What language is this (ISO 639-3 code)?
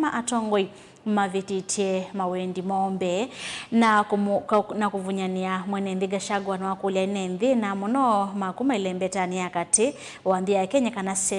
kam